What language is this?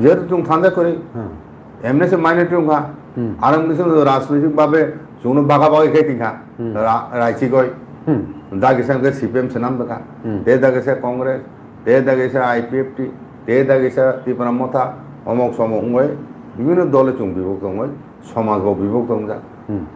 Kok Borok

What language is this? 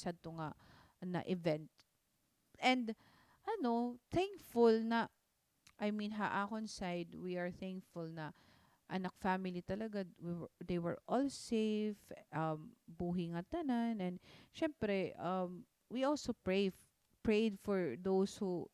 Waray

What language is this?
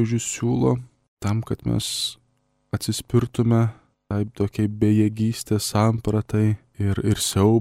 Lithuanian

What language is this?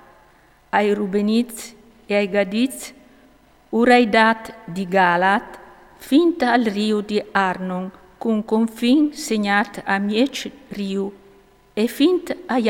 Friulian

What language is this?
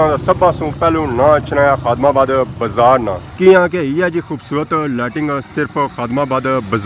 Pahari-Potwari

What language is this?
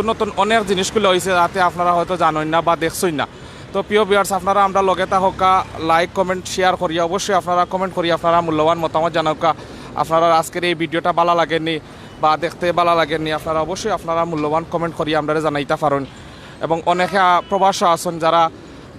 Sylheti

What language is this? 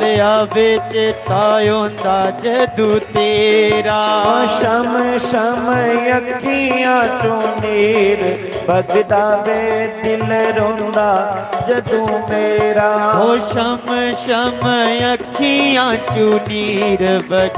Dogri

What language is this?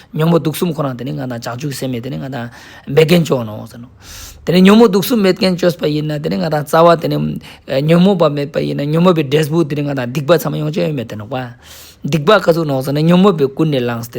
Ladakhi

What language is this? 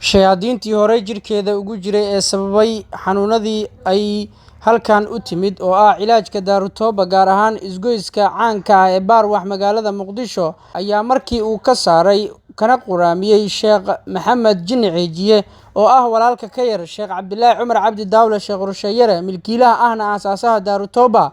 Somali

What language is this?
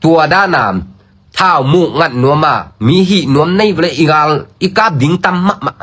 Tedim Chin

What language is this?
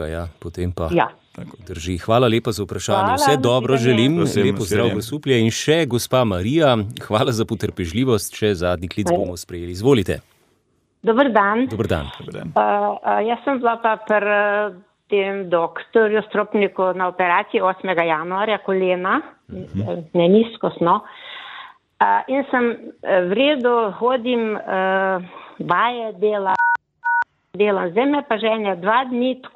Slovenian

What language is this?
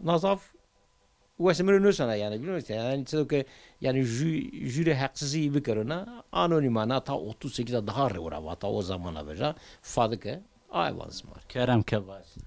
Zaza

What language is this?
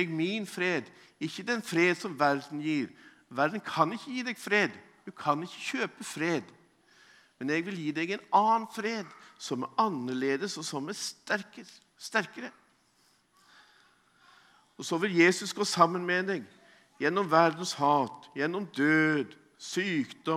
Norwegian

